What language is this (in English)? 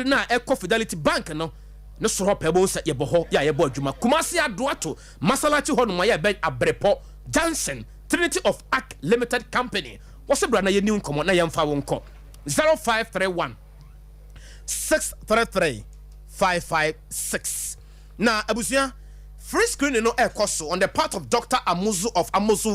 Akan